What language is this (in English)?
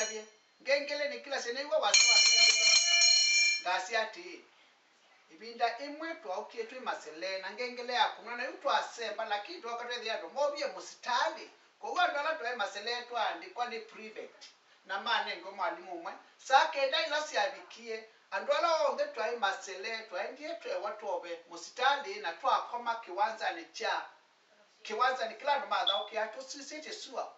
Kamba